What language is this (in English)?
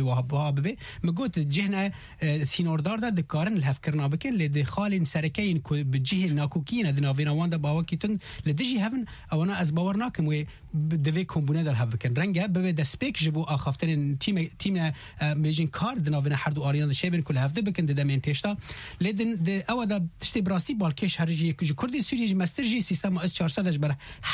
Kurdish